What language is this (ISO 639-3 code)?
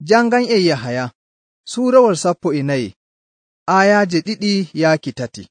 fuv